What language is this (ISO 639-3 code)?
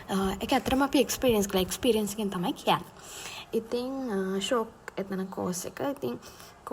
sin